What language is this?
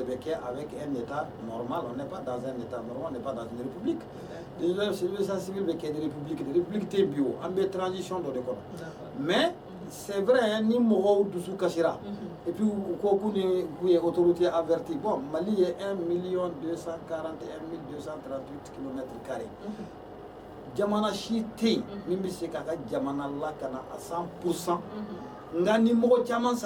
Bambara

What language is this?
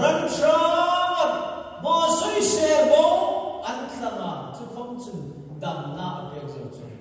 Hmar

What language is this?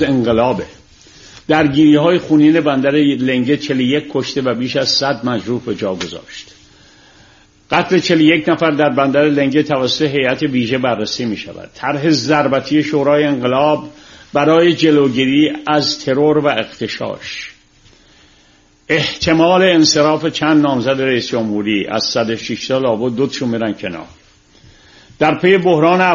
Persian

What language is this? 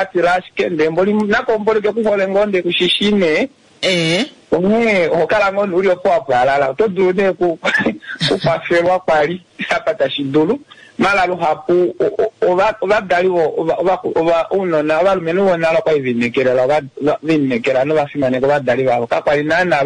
Kuanyama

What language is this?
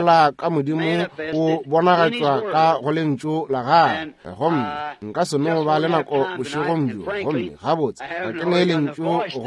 Northern Sotho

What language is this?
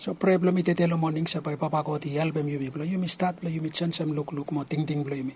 Bislama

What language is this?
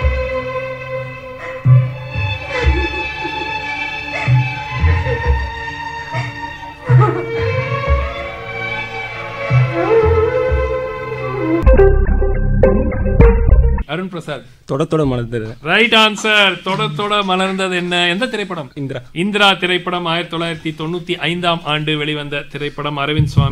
Tamil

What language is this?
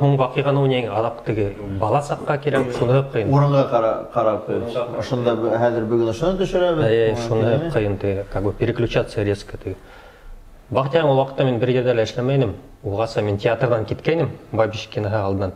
Bashkir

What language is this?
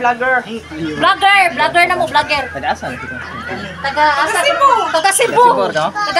Cebuano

